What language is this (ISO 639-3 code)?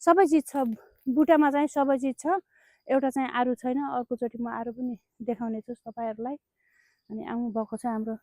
nep